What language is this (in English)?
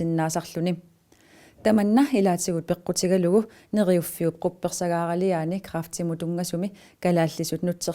Kalaallisut